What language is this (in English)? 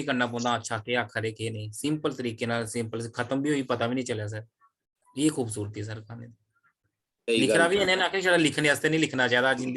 Dogri